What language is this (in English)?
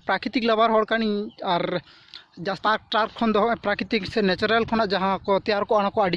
Santali